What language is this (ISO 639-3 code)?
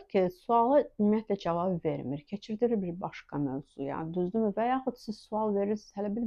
aze